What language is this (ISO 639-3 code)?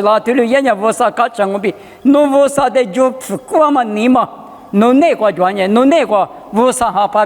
lis